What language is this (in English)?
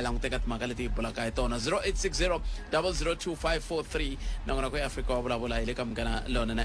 Tsonga